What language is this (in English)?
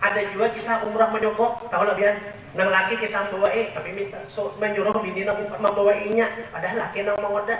Banjar